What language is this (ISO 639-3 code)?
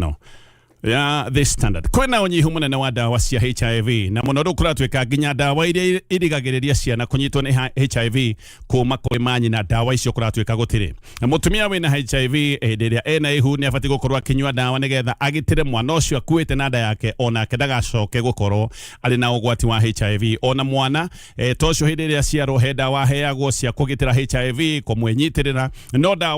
kik